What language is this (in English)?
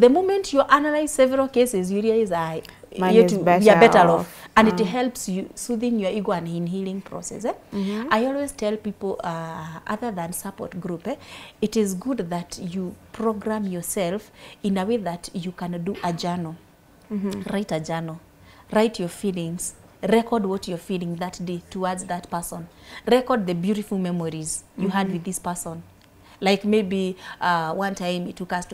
English